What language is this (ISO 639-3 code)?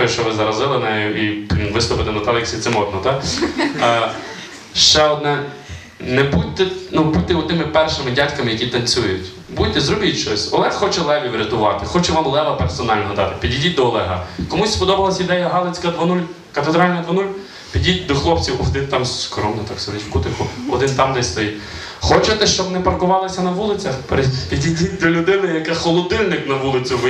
ukr